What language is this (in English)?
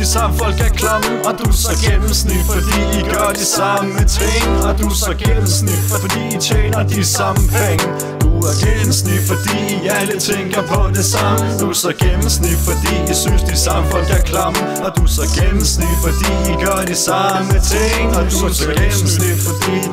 Danish